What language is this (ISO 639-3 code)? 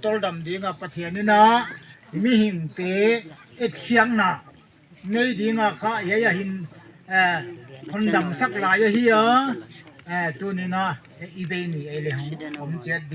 pck